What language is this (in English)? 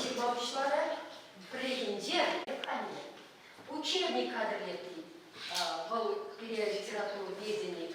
Chuvash